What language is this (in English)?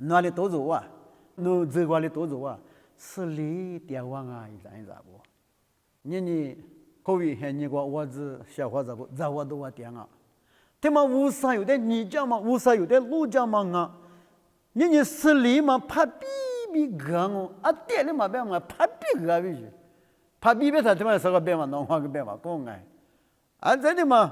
Lisu